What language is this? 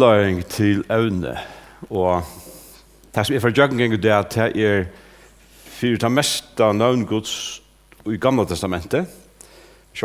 Faroese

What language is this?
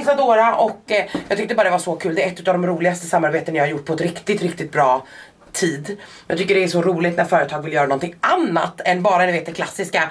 Swedish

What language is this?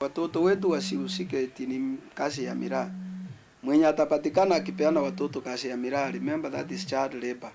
Meru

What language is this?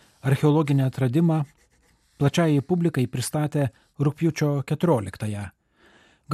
Lithuanian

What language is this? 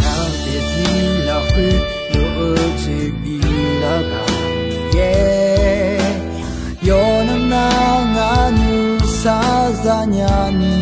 Akha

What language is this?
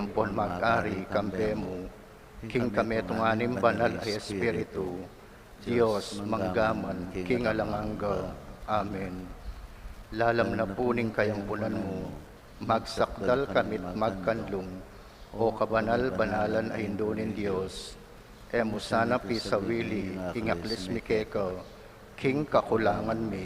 Pampanga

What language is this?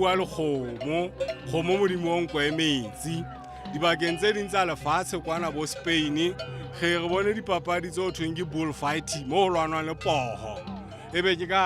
Southern Sotho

